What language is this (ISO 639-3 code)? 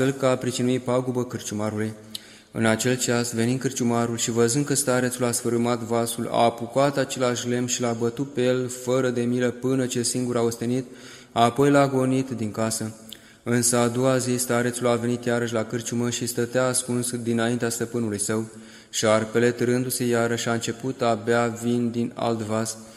ron